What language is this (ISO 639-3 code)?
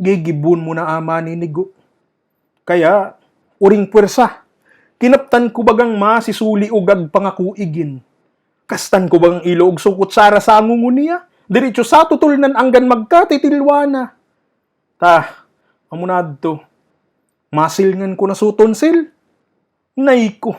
bik